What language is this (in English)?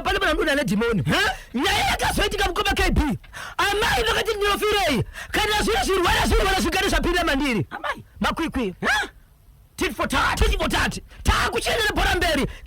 Shona